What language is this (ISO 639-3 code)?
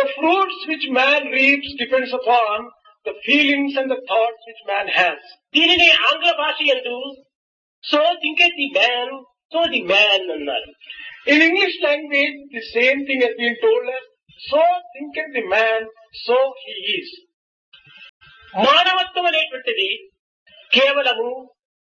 tel